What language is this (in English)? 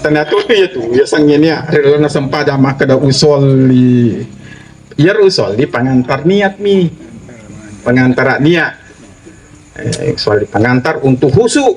Buginese